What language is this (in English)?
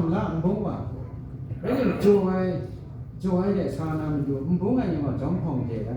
Kachin